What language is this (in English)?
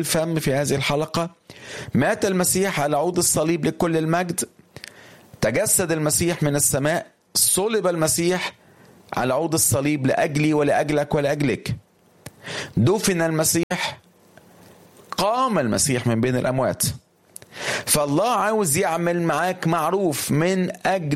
Egyptian Arabic